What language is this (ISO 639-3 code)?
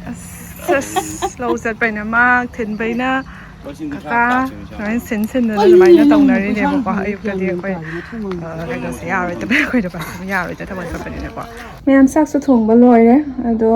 mni